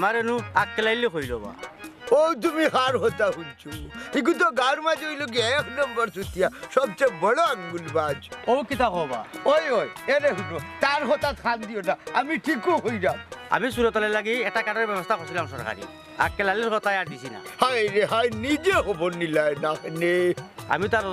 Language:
Sylheti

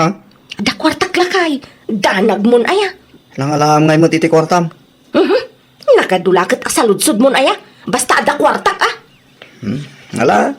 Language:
Iloko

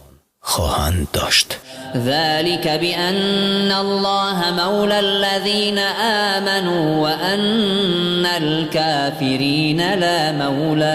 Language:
Persian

